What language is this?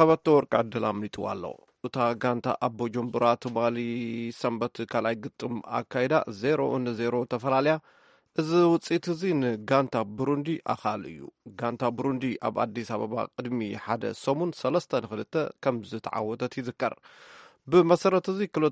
Tigrinya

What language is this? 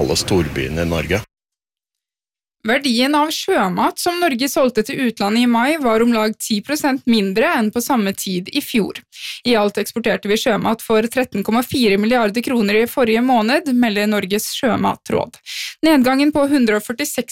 Norwegian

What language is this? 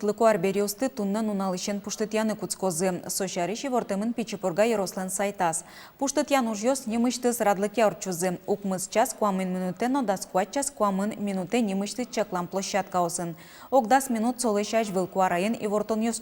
Udmurt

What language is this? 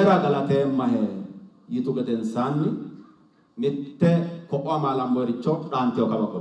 Sidamo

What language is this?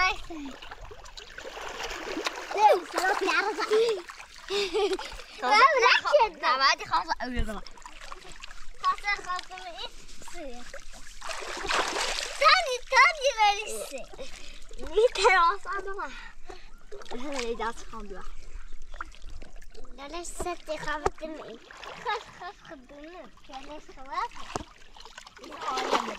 Persian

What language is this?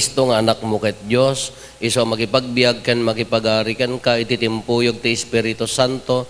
Iloko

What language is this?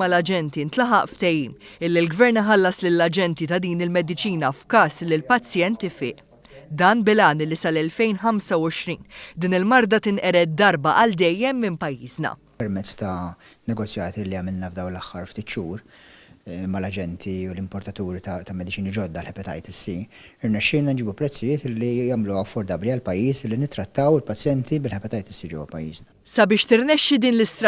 Maltese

